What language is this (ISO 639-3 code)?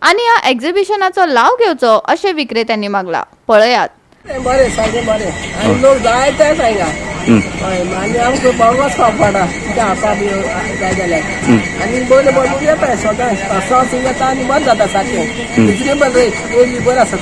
kok